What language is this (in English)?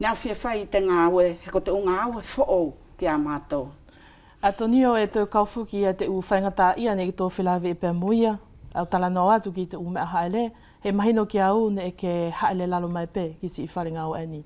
Wallisian